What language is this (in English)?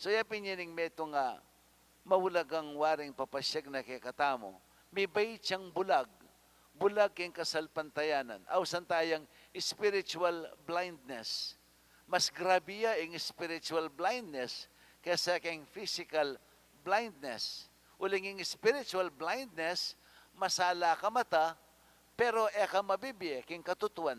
Pampanga